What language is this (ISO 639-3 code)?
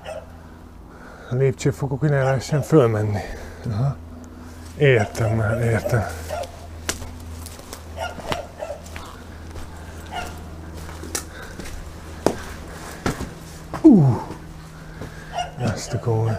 hun